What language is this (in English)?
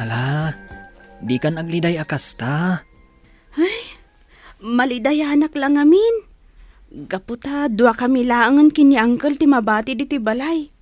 Iloko